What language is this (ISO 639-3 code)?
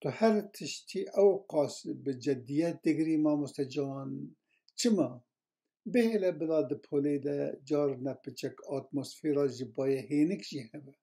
kur